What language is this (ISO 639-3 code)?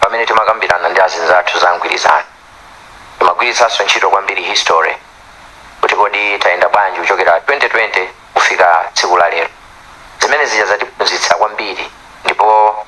nya